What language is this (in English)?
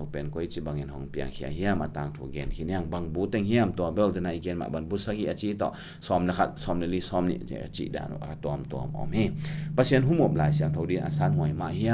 Tedim Chin